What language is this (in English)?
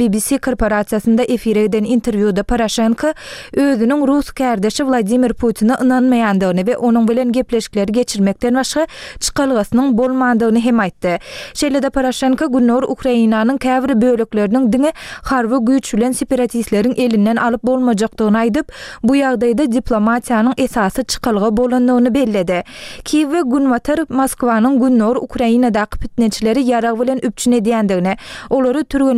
Turkmen